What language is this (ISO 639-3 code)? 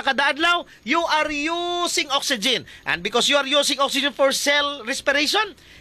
hil